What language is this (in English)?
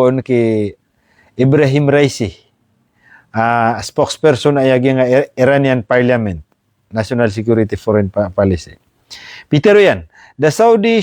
Maranao